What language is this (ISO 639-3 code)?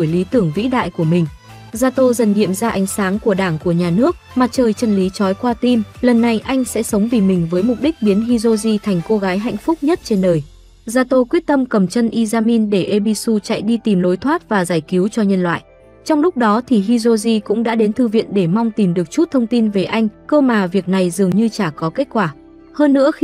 vie